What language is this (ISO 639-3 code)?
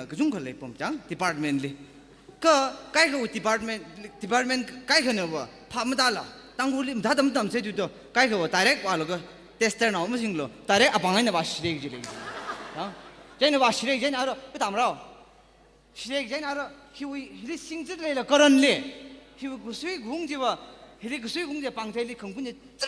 nmf